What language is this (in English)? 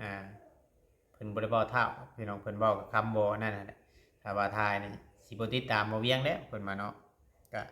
Lao